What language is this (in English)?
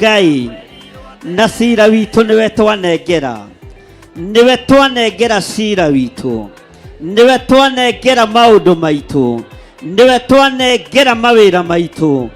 Kikuyu